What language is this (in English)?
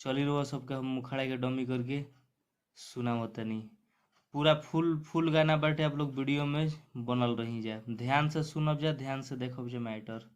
Bhojpuri